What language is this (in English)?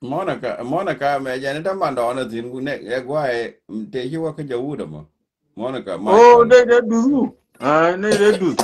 Nuer